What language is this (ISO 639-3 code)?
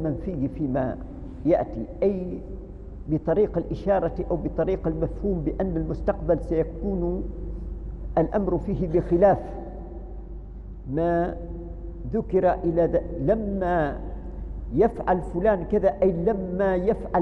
ara